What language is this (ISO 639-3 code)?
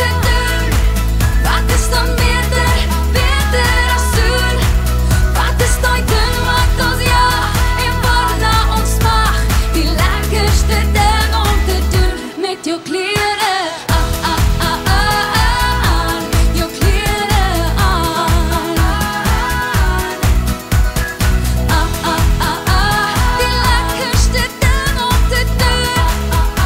afr